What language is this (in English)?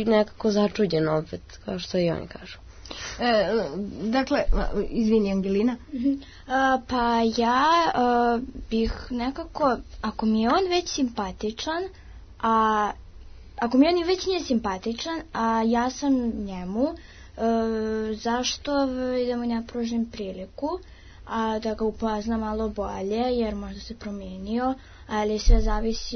Serbian